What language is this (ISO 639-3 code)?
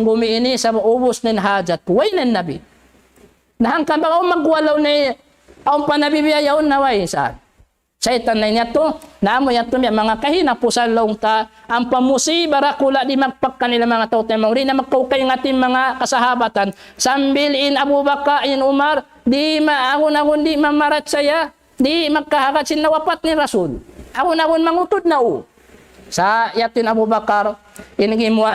tsg